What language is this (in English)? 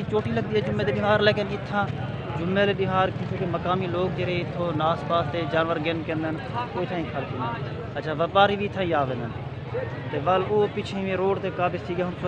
Saraiki